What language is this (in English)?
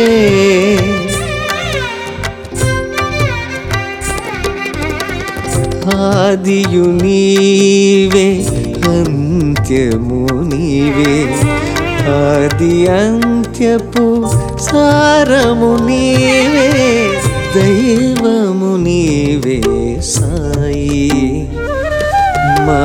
Telugu